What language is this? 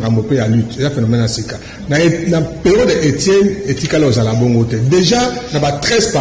Lingala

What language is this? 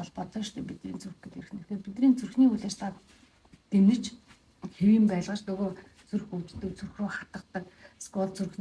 Mongolian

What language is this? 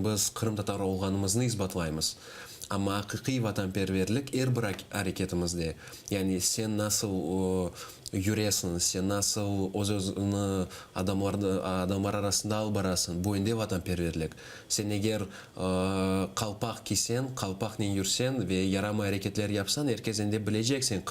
Crimean Tatar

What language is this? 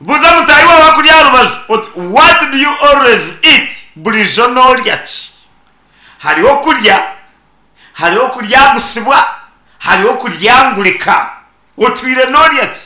Nyankole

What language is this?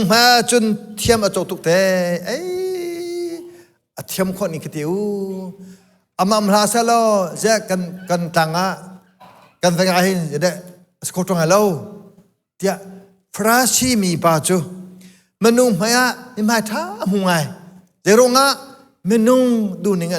Hakha Chin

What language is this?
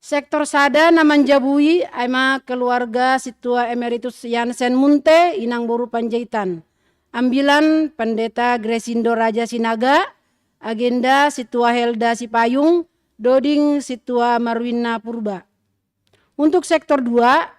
Batak Simalungun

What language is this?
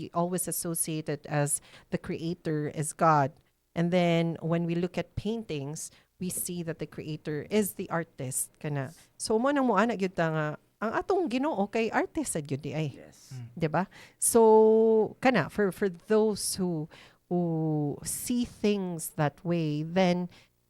Cebuano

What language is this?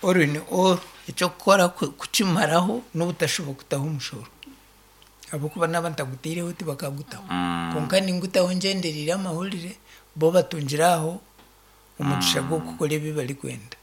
Nyankole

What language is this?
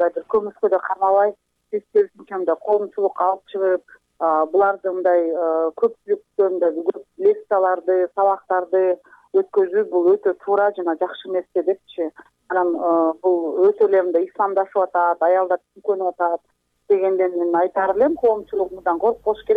Kyrgyz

